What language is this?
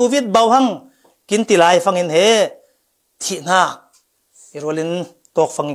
Falam Chin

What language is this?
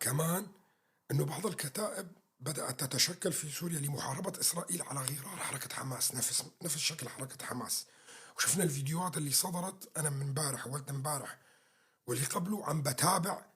North Levantine Arabic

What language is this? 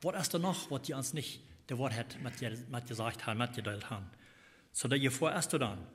Plautdietsch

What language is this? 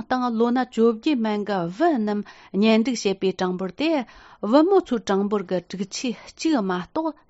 Tibetan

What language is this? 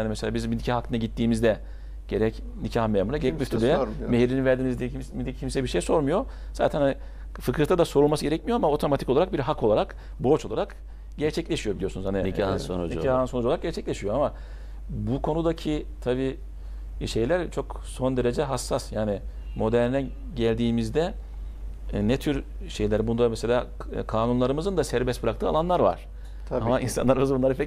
Turkish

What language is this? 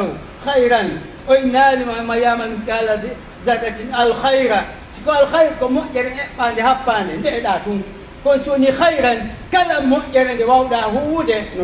Pular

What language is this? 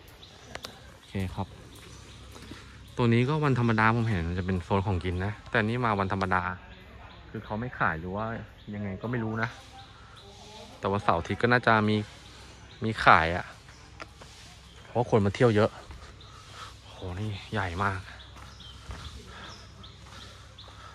Thai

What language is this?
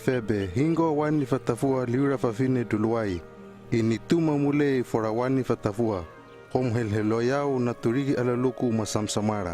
Hano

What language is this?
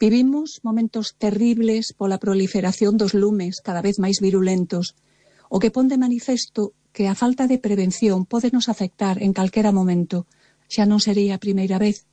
Galician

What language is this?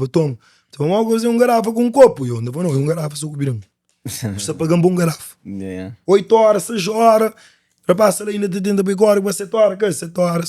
Kabuverdianu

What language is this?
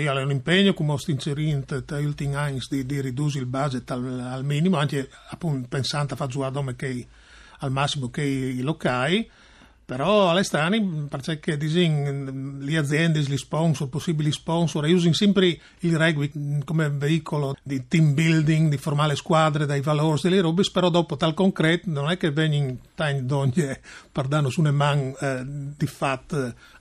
Friulian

